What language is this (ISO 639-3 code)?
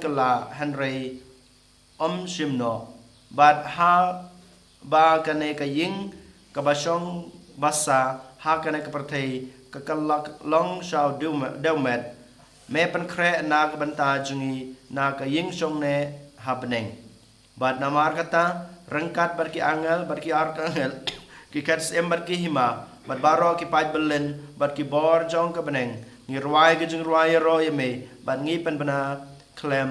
kha